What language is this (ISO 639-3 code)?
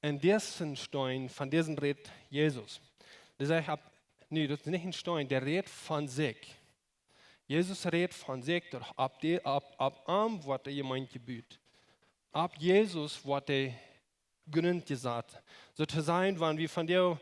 pdt